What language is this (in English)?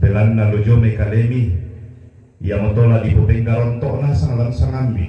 Toraja-Sa'dan